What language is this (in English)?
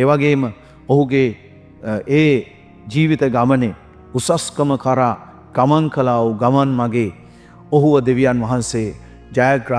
Sinhala